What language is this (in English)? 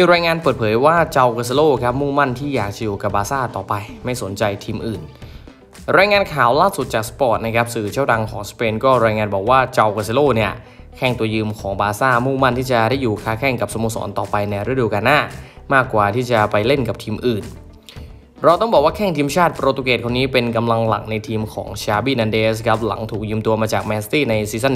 Thai